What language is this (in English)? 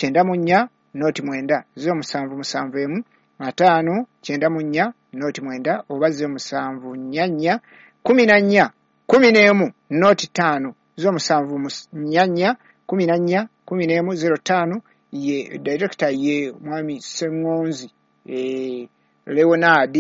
Ganda